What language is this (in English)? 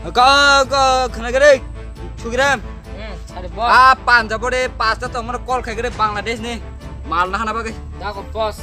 Kok Borok